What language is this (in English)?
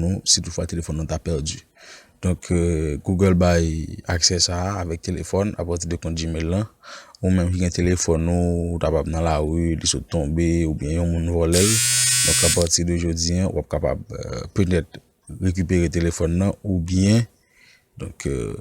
Haitian Creole